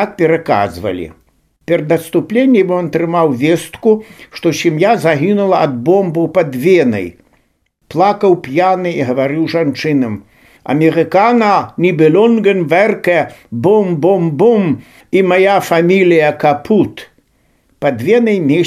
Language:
Belarusian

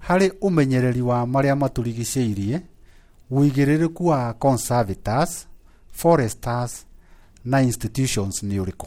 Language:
Kikuyu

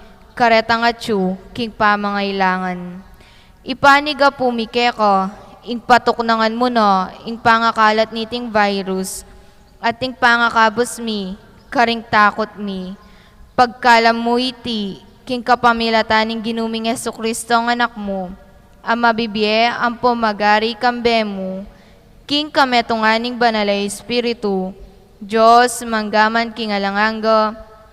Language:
Pampanga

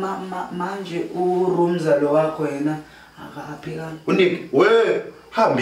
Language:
Zulu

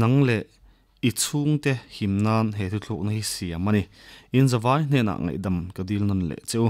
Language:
Mizo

